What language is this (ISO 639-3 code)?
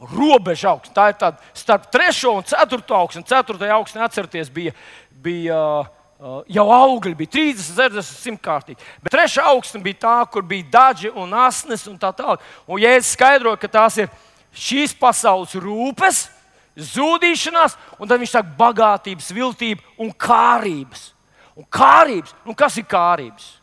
lav